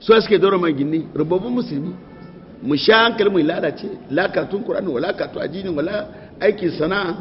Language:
Hausa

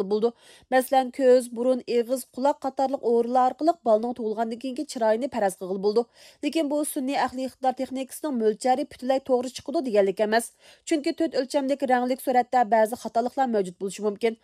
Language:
Uyghur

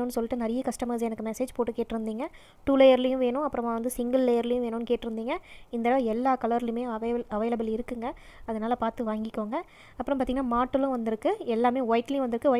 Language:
Tamil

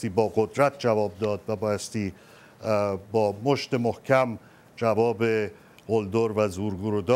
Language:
Persian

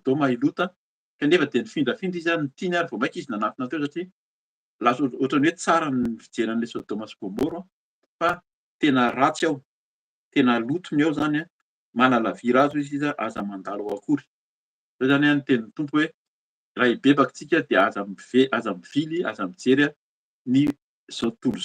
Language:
Malagasy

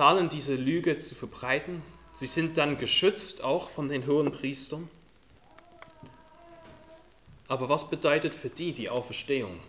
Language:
German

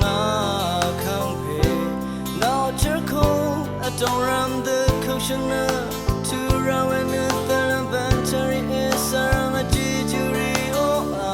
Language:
Rawang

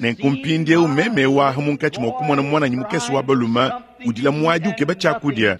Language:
Luba-Lulua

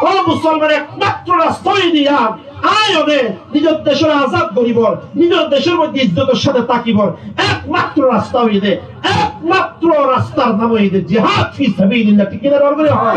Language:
Rohingya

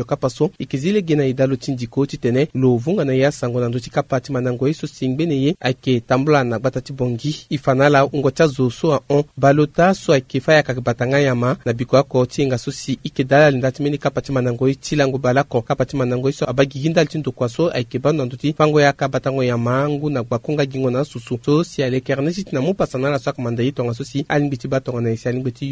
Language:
Sango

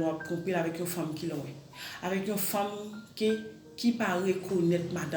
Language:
Haitian Creole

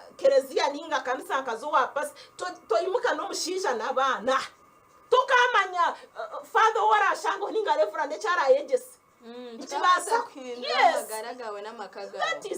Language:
Nyankole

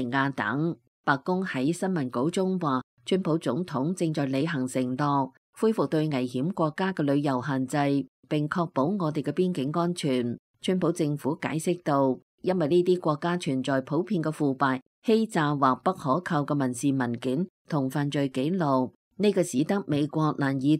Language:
Cantonese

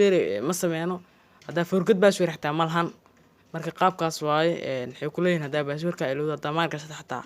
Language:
Somali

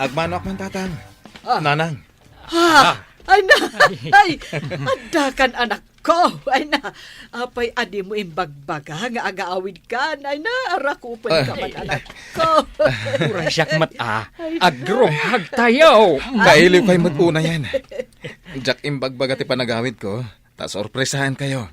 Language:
Iloko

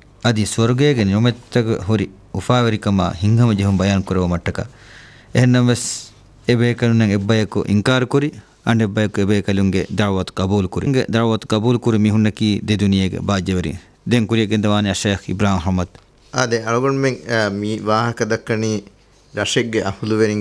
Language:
Divehi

